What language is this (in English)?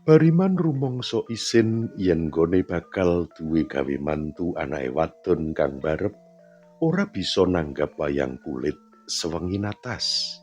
Javanese